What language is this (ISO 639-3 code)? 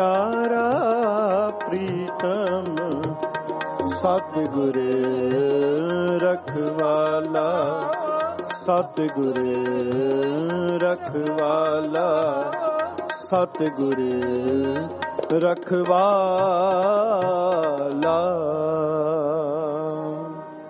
pan